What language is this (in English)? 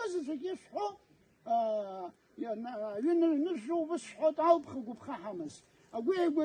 Abkhazian